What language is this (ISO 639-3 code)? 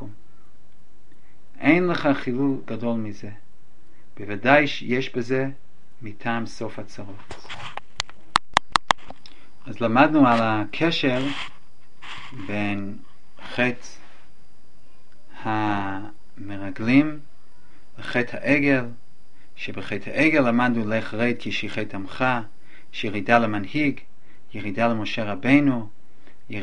heb